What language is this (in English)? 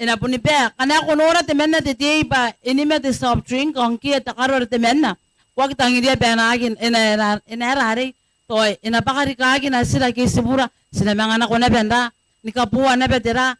Gilbertese